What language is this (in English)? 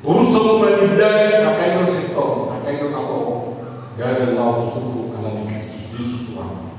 Batak Toba